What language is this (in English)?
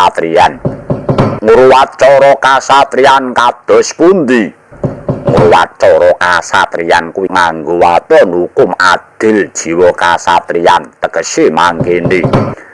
Javanese